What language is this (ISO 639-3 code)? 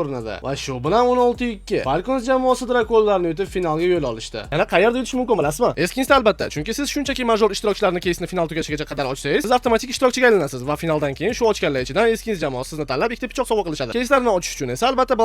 uzb